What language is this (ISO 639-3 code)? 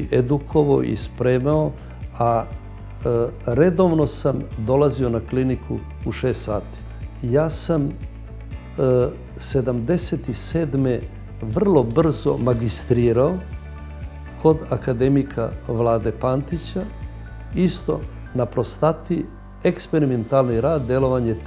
srp